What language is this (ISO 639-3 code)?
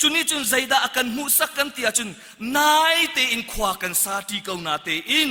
cnh